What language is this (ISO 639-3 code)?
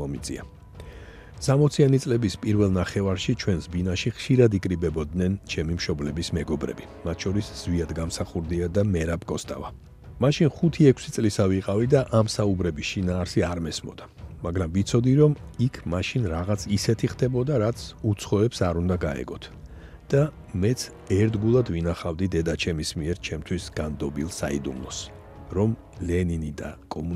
kat